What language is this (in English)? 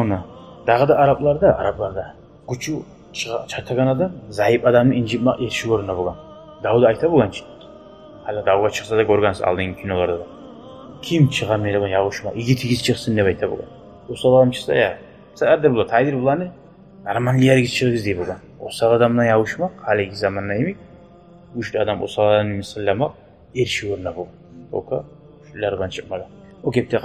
Kumyk